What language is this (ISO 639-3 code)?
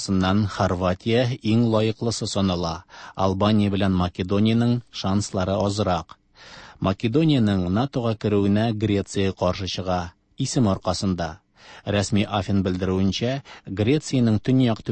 tat